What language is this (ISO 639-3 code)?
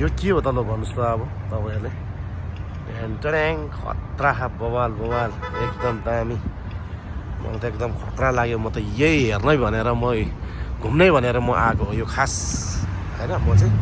nep